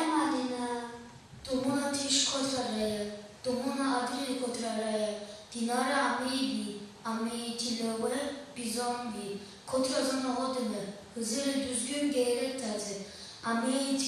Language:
Zaza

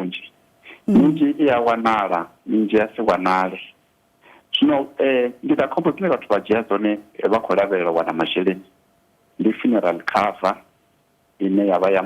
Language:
Venda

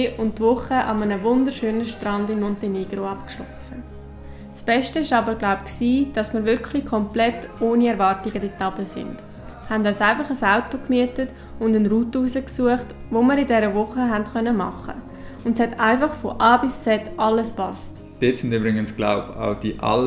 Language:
Swiss German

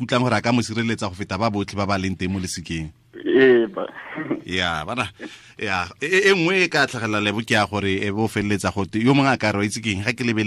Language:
Tswana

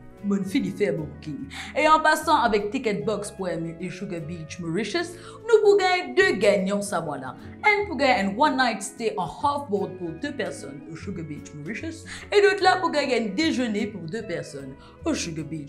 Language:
Morisyen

